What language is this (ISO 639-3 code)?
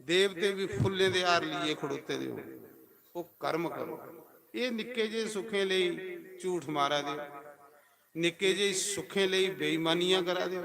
doi